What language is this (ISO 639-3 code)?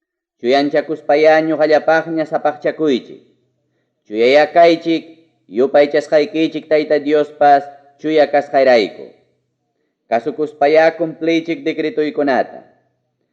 quy